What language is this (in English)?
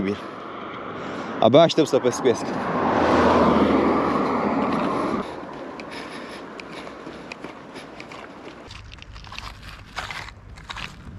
Romanian